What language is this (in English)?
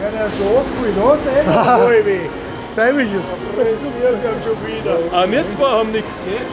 Bavarian